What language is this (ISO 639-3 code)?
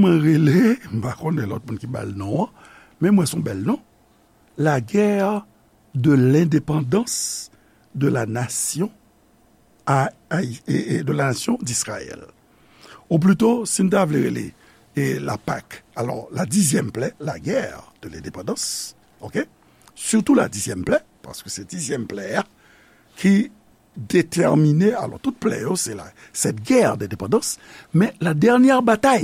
hat